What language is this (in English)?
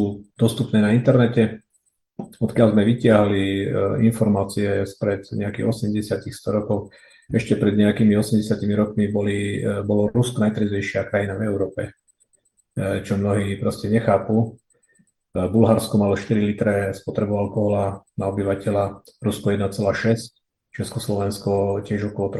Slovak